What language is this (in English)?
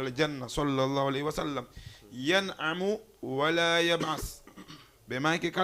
Fula